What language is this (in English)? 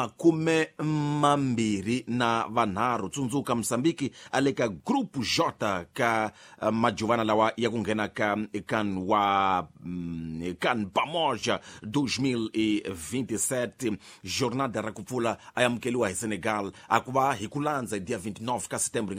Tsonga